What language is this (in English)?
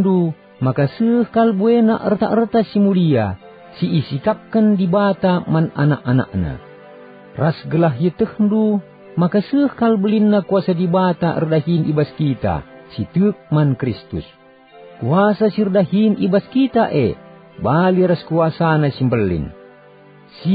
Batak Karo